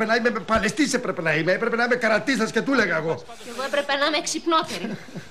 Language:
Greek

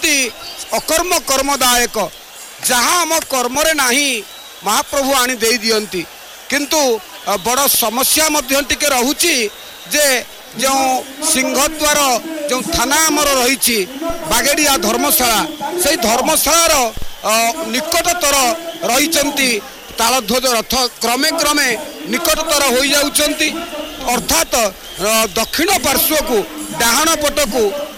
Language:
Odia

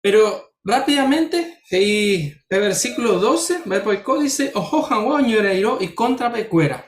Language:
Guarani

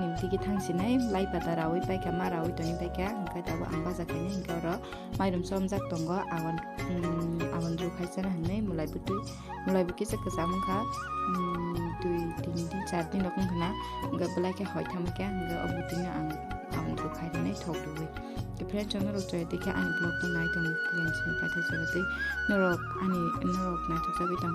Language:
Kok Borok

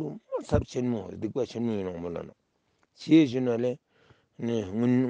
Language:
Ladakhi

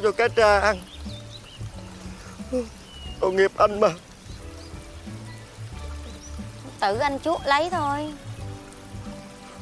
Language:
Vietnamese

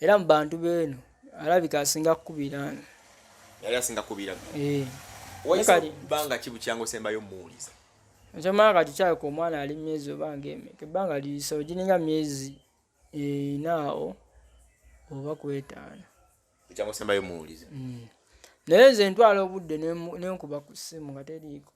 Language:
Ganda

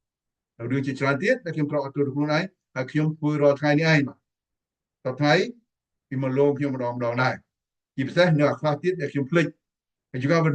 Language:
Khmer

